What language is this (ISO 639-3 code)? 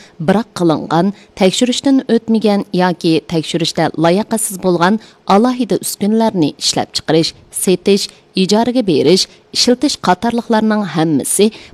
uig